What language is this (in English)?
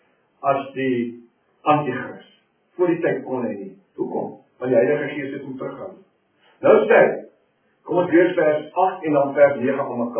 Afrikaans